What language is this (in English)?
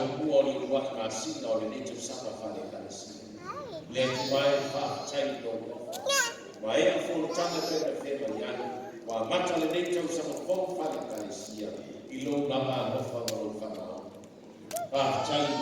Samoan